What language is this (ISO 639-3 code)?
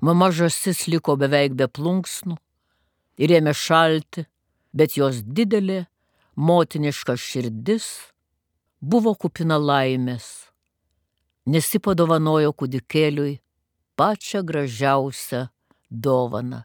lit